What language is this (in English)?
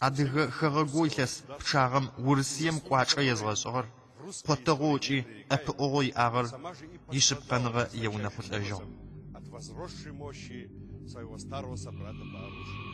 Adyghe